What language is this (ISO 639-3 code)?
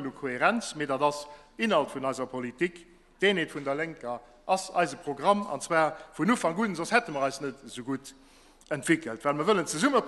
ltz